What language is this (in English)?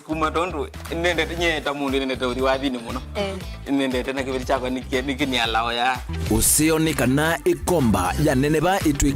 Kamba